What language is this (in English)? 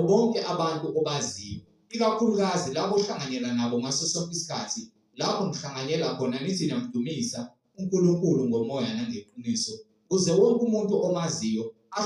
Zulu